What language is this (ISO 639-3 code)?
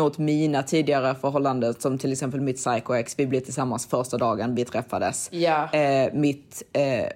swe